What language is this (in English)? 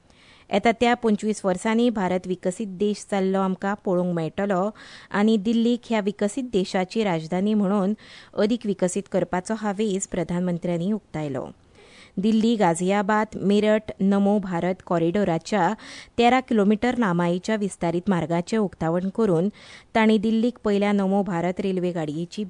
Konkani